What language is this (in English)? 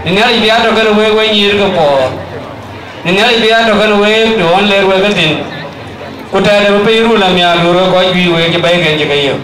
Dinka